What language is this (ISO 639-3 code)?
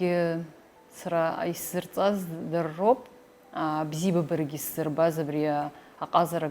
abk